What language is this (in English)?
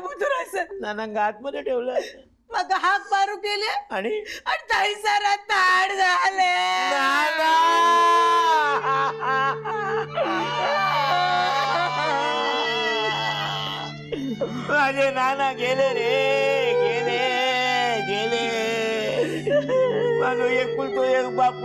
Marathi